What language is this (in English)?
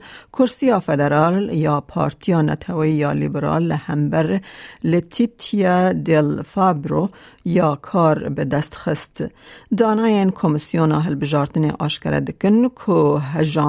Kurdish